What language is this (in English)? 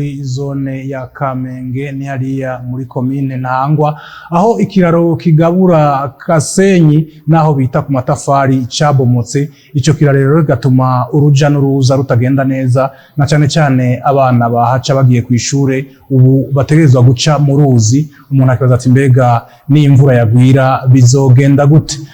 Rundi